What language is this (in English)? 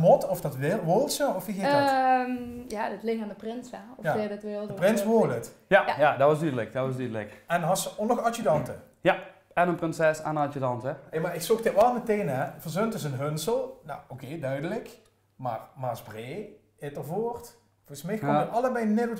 Limburgish